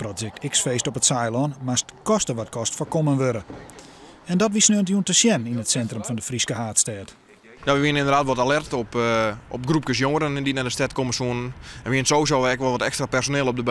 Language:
Western Frisian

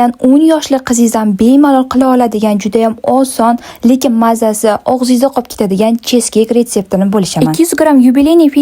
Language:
Uzbek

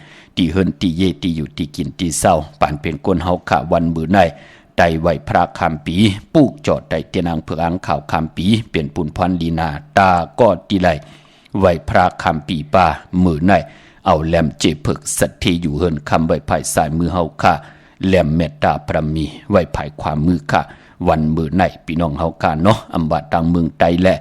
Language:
Shan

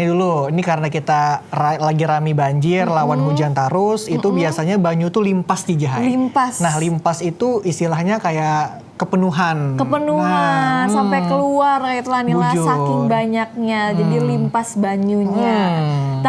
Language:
Banjar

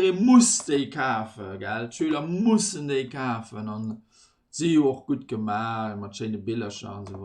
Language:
Luxembourgish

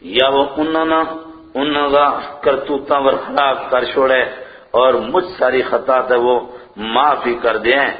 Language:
Gujari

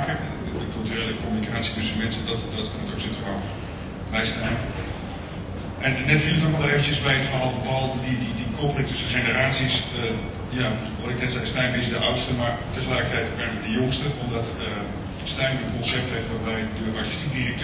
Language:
Dutch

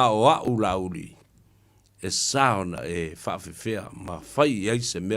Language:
Samoan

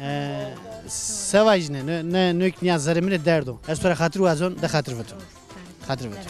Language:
Zaza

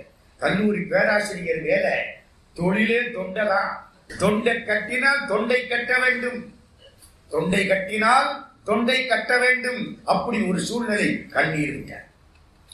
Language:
Tamil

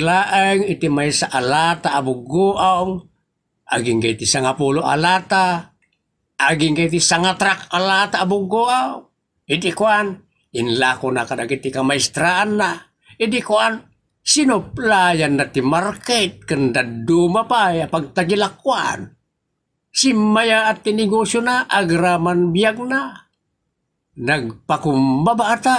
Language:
Iloko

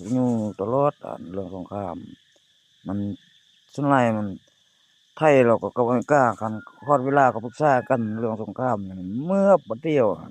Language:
Lao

